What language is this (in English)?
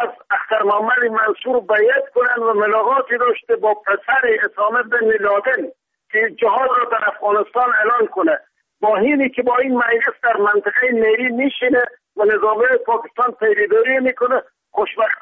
Persian